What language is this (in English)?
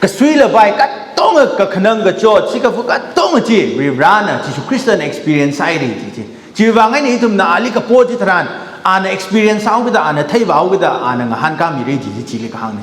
Tangkhul Naga (India)